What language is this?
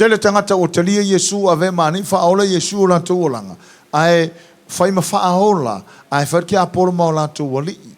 Samoan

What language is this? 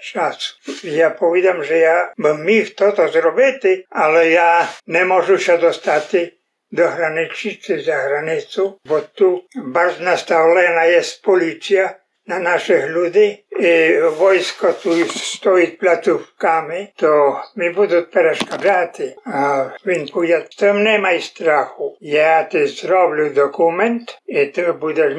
Rusyn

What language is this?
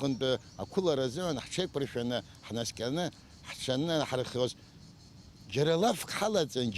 Abkhazian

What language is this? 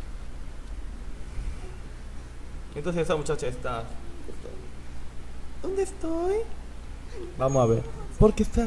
Spanish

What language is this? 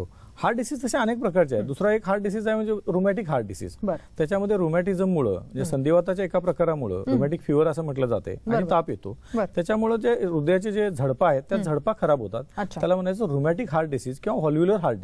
Marathi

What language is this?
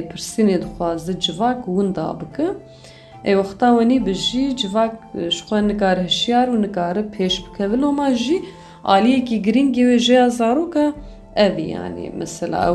Kurdish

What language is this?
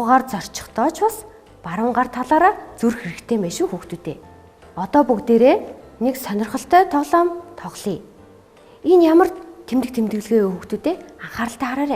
Mongolian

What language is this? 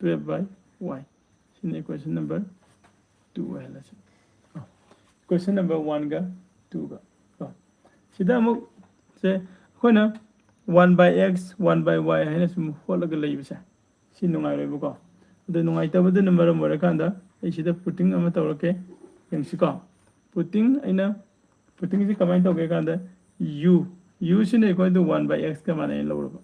Manipuri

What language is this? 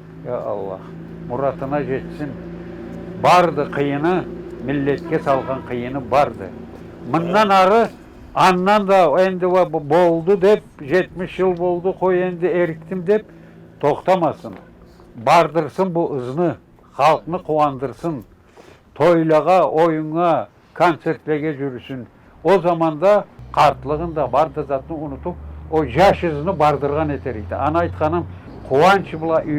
Karachay-Balkar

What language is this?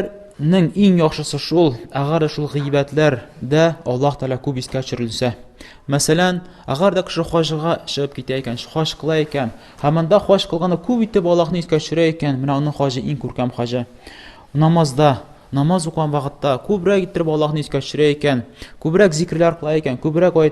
Tatar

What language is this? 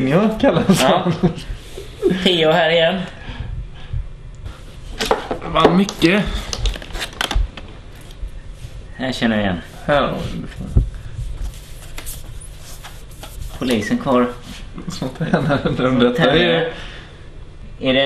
Swedish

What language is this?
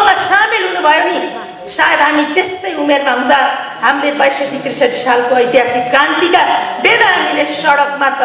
Nepali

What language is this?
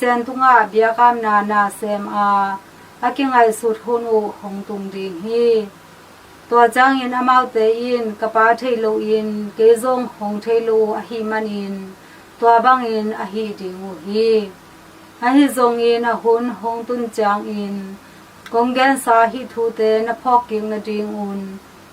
Tedim Chin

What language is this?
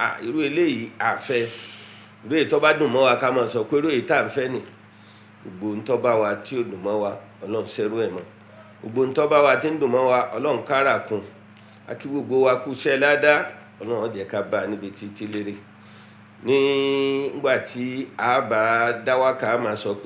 Yoruba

